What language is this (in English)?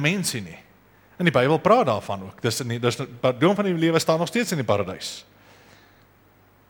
Afrikaans